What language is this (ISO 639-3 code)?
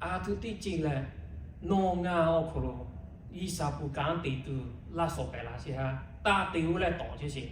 lhu